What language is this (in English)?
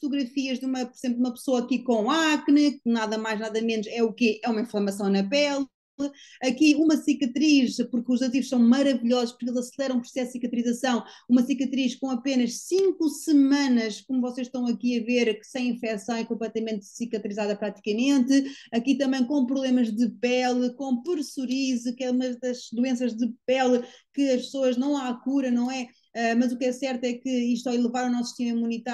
Portuguese